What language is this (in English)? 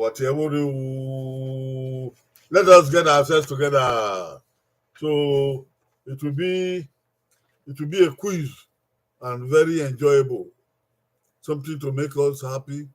Bini